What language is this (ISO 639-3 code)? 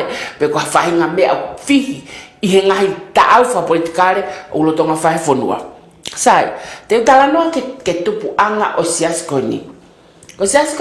ton